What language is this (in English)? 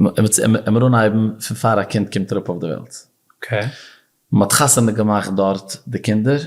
Yiddish